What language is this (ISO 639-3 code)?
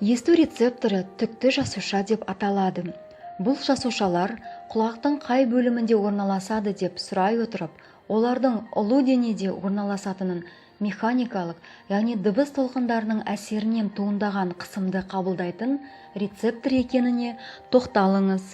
kaz